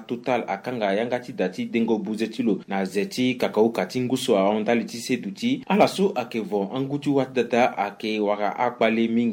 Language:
Sango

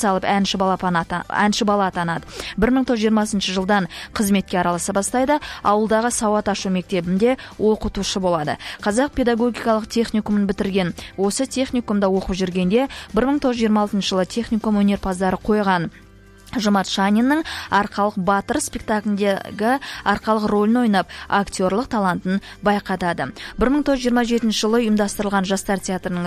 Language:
Kazakh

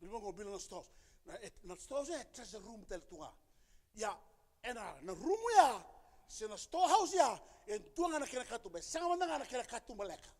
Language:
Fijian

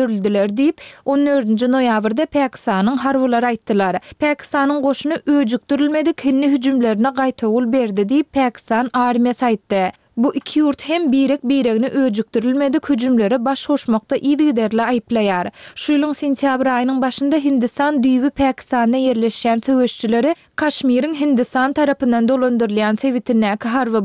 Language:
Turkmen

